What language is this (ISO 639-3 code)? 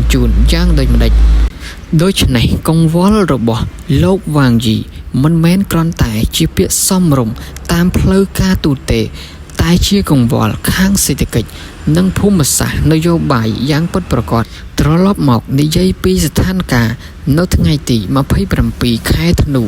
khm